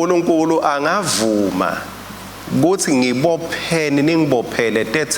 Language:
Swati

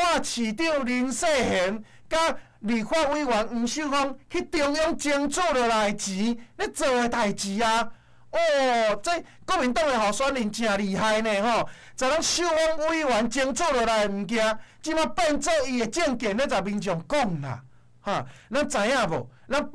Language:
Min Nan Chinese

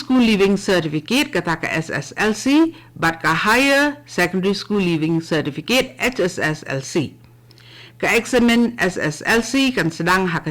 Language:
Khasi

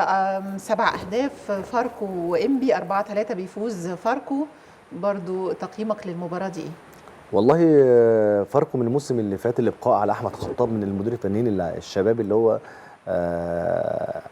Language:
Egyptian Arabic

